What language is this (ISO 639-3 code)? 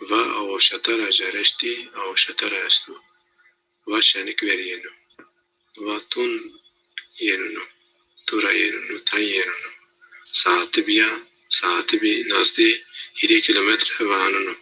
zza